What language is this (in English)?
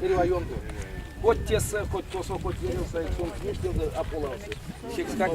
Erzya